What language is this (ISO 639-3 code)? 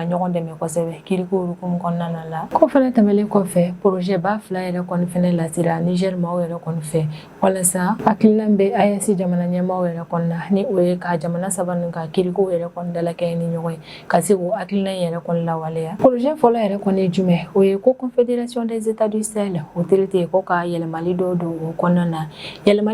bam